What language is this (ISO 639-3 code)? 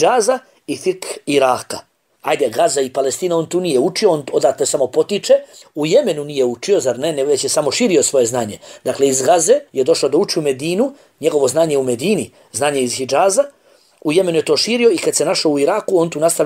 bos